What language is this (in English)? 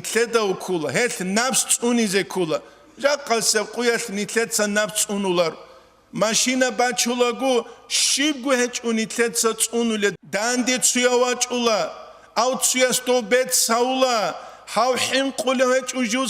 Avaric